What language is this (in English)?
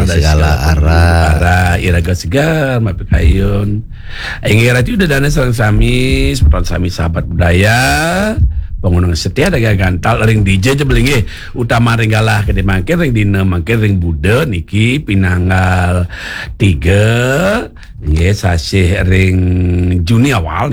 Balinese